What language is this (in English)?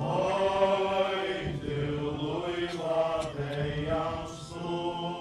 Faroese